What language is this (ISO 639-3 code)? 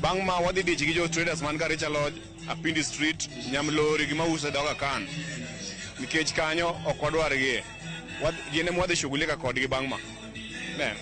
luo